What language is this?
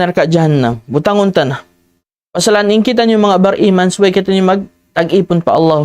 Tausug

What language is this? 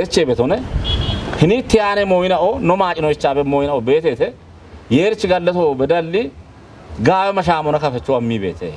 Kafa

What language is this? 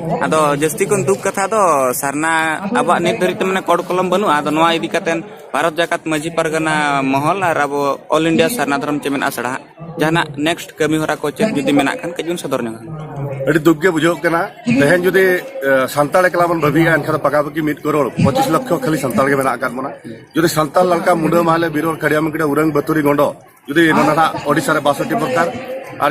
Santali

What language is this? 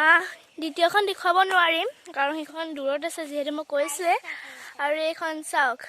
Assamese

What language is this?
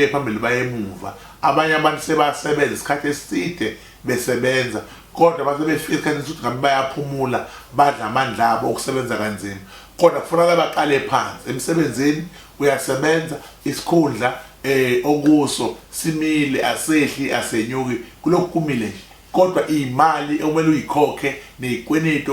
Zulu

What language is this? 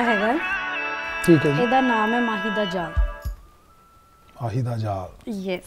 Punjabi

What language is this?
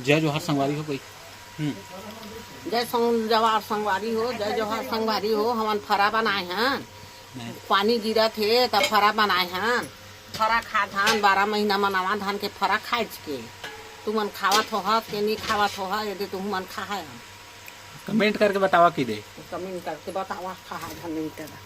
Chhattisgarhi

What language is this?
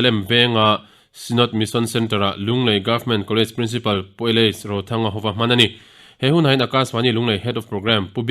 Mizo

